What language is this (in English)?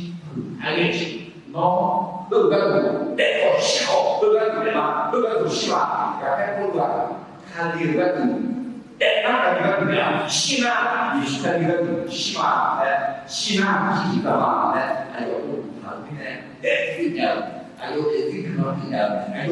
Akha